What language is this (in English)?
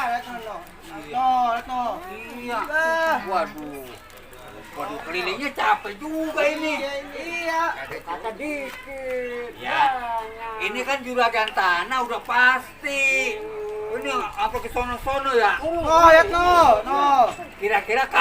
Betawi